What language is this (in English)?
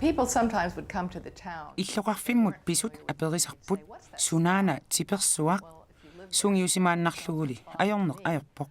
Kalaallisut